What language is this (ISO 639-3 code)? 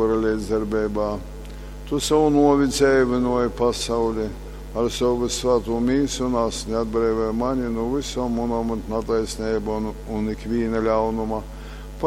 ltg